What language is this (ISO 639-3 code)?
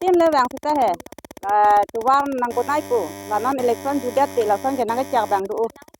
mjw